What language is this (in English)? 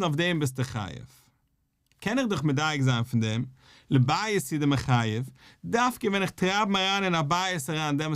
Yiddish